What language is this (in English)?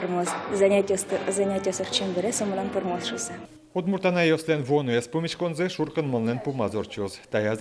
Udmurt